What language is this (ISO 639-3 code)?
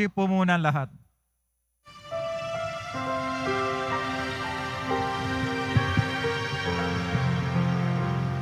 fil